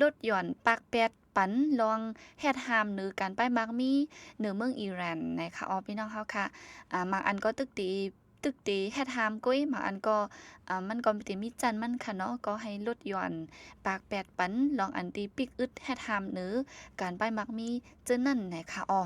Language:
Shan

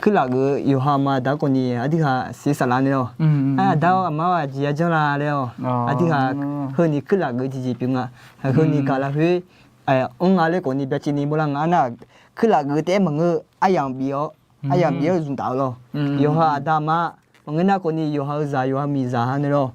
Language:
Akha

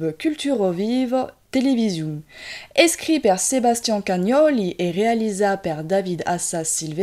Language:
Occitan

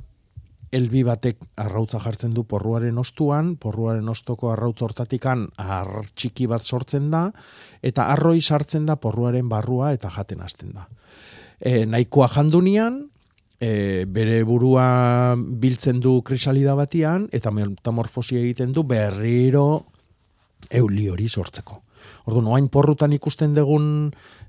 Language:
Basque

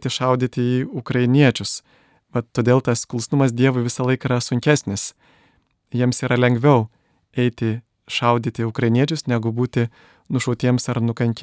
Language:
Lithuanian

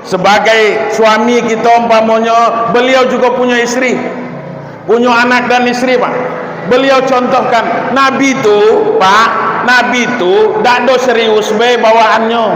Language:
Minangkabau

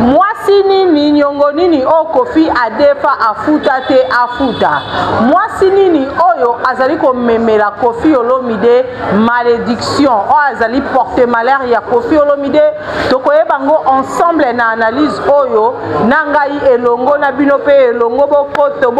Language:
Lingala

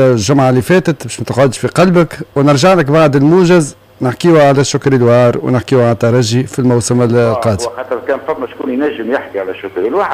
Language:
Tunisian Arabic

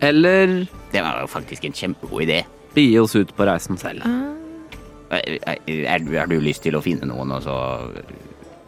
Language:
Norwegian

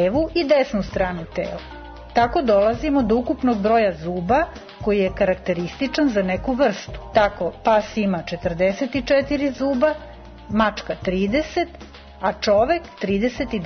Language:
Serbian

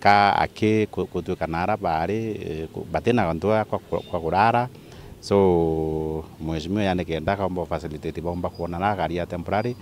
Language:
Meru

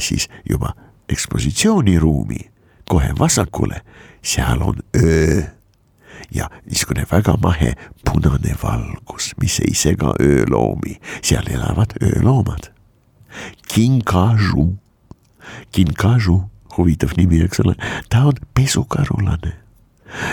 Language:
Estonian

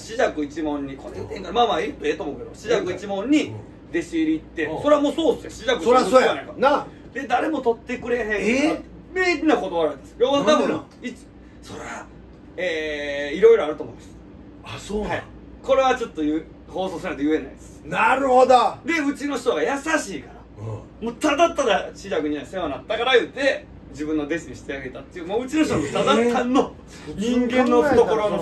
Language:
Japanese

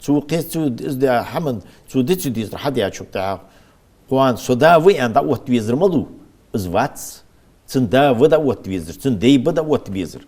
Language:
Ingush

